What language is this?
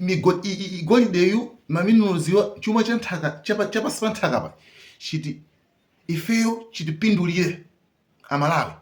Nyanja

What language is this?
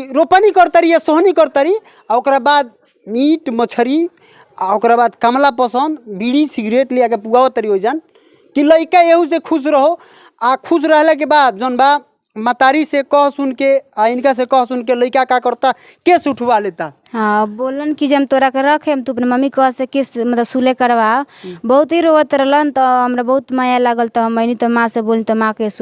Bhojpuri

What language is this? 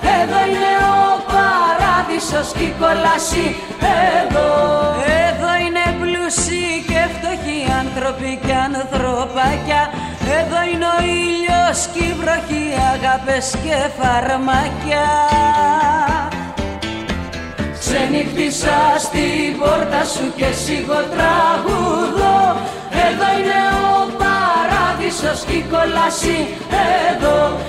Greek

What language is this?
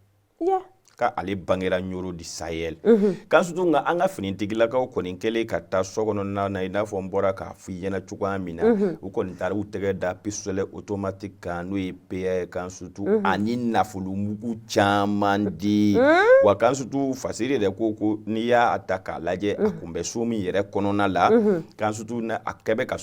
Bambara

